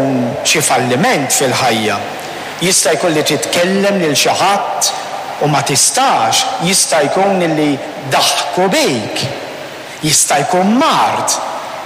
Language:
Maltese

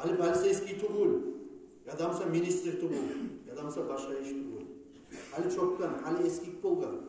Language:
Kumyk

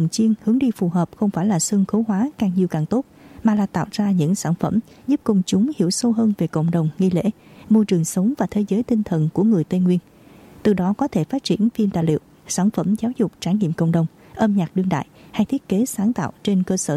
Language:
Vietnamese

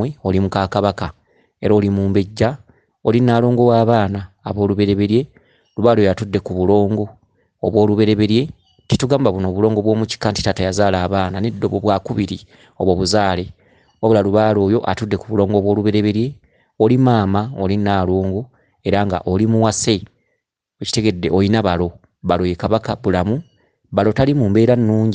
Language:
Ganda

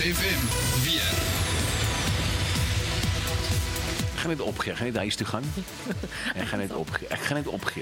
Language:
Afrikaans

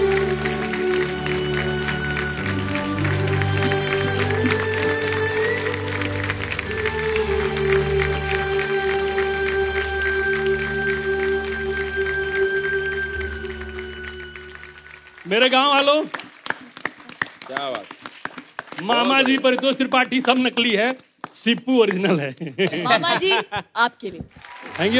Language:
Hindi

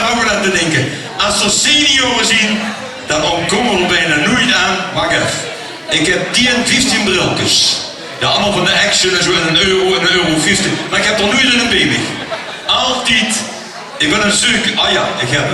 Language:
Limburgish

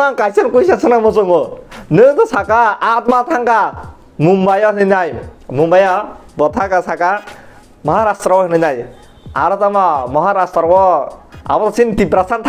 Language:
Kok Borok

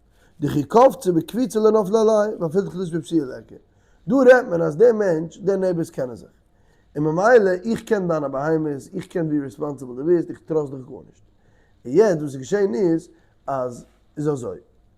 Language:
Yiddish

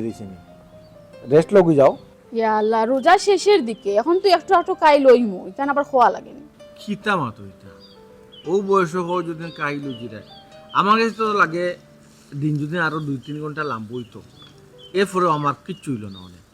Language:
Sylheti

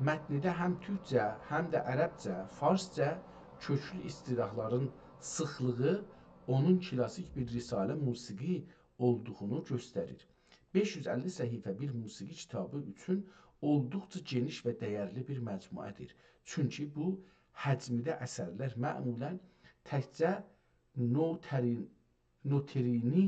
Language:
South Azerbaijani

